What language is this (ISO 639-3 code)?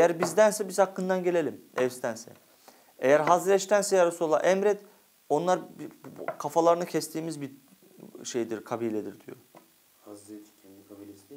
tur